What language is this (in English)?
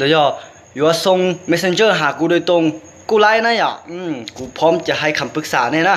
Hmong